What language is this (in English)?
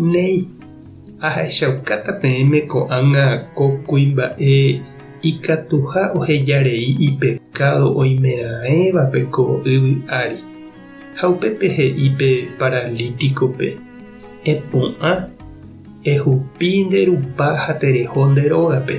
Guarani